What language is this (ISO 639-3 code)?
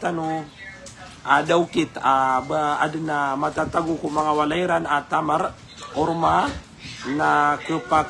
mrw